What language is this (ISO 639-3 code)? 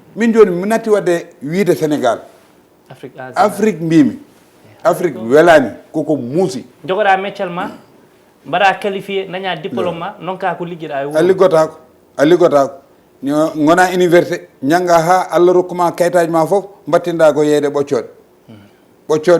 ful